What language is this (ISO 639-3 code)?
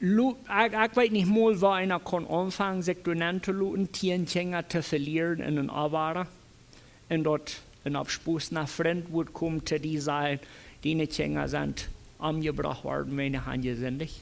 pdt